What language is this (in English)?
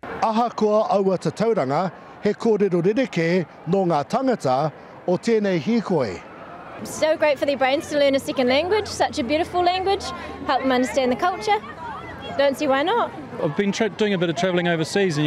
Māori